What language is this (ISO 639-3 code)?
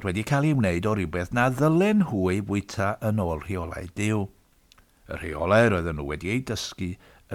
cym